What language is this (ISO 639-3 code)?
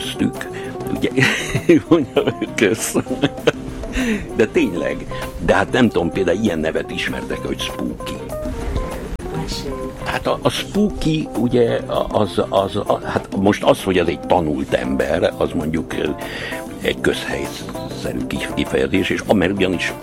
hun